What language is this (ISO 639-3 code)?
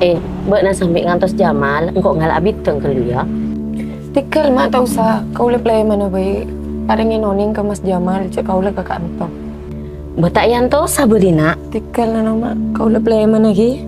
mad